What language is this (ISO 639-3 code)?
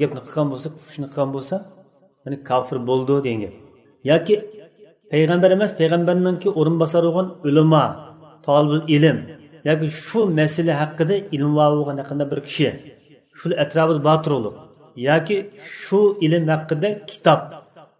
uig